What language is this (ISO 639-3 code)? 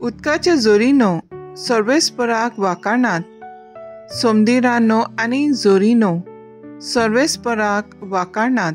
kok